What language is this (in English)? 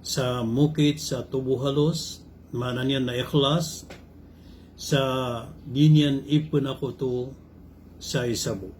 Maranao